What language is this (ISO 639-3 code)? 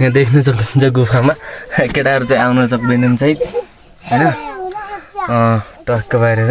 nep